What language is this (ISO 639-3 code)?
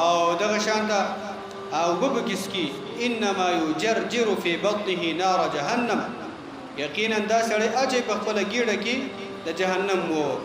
pus